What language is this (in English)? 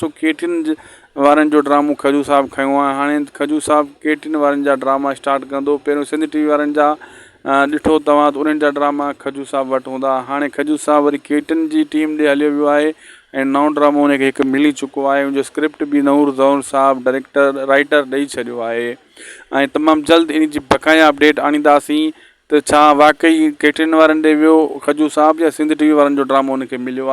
Sindhi